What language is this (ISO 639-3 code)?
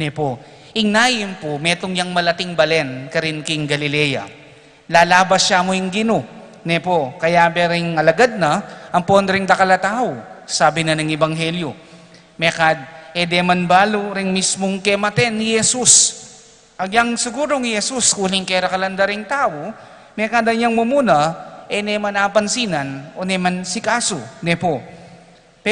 pam